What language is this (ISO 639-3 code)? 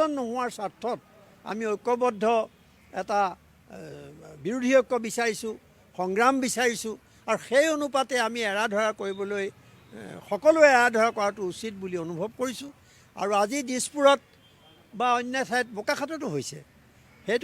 asm